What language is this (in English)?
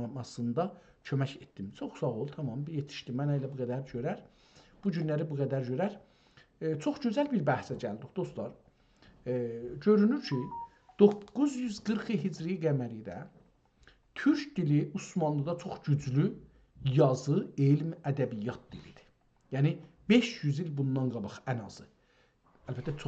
South Azerbaijani